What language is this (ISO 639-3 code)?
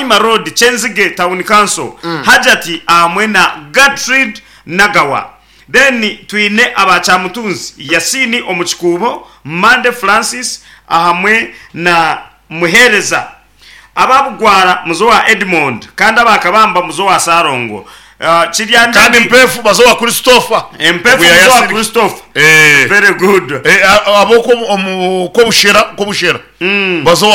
nyn